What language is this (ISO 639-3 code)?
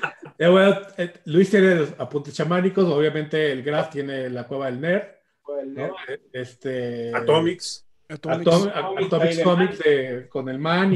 spa